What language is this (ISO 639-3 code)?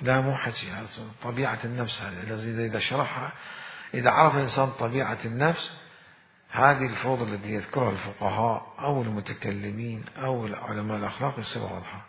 acm